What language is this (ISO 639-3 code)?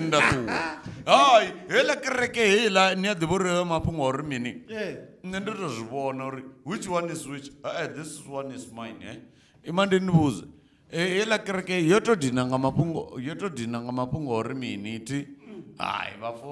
ven